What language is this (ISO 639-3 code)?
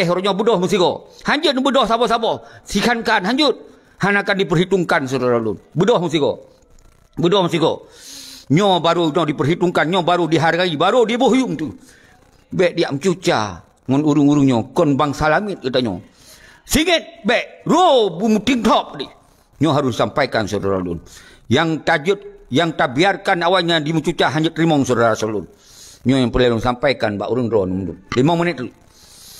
ace